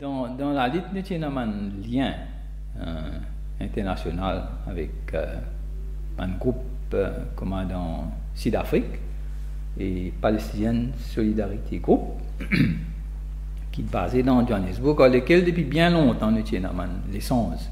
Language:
Morisyen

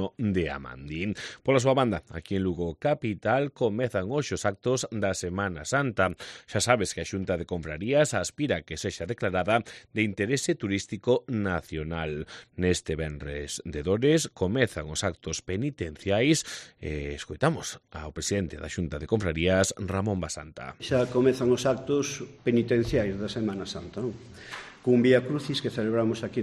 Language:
Galician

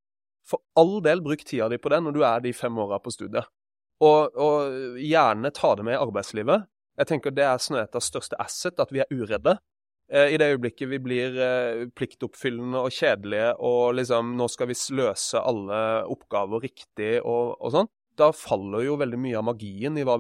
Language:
Norwegian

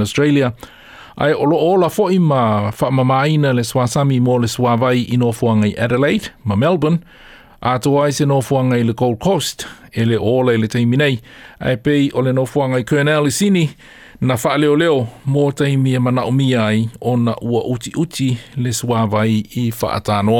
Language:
Samoan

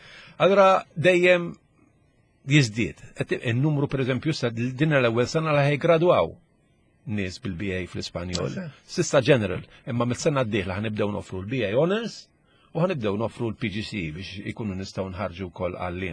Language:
Maltese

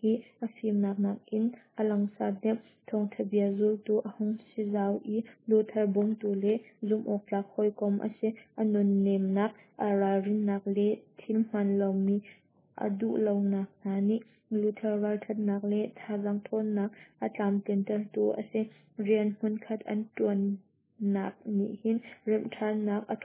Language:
Hakha Chin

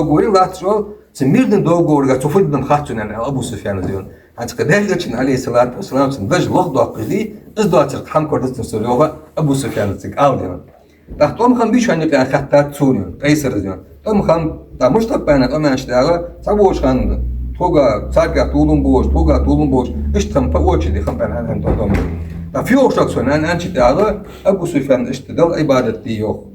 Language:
Ingush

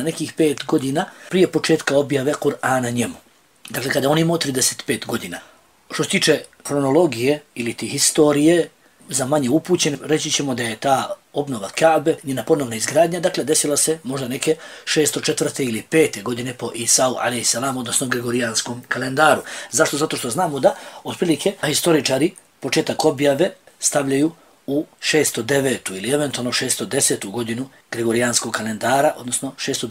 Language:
Bosnian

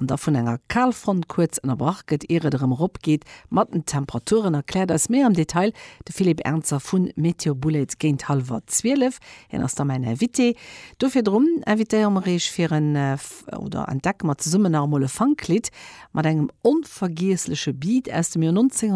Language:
Luxembourgish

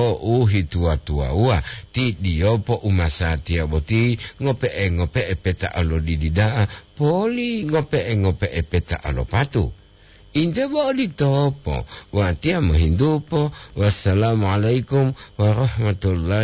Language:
Gorontalo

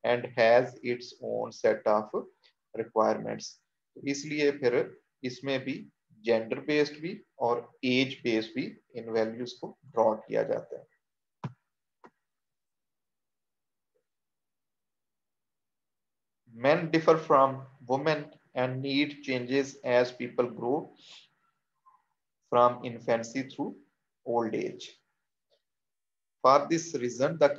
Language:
Hindi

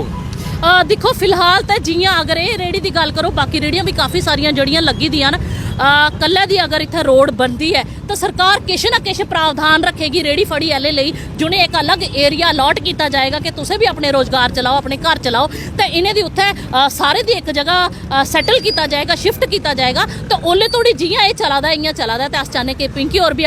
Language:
Dogri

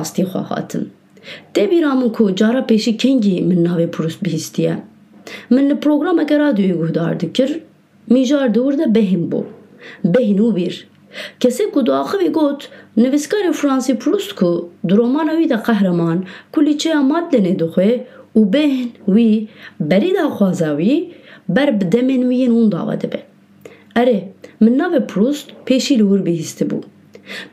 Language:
Kurdish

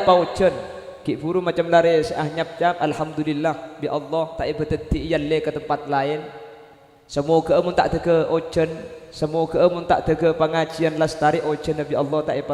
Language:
Madurese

